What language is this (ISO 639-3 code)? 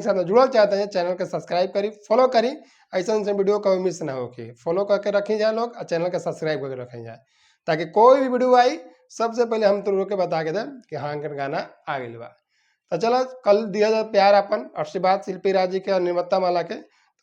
bho